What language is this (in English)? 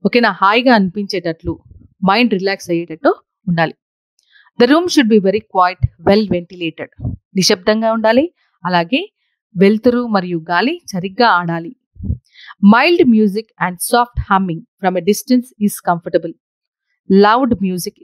Telugu